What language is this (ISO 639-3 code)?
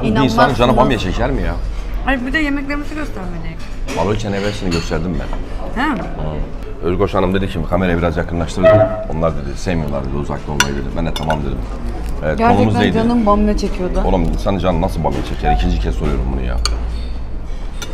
tur